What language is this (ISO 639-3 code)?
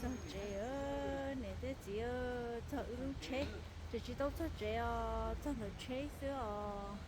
hmn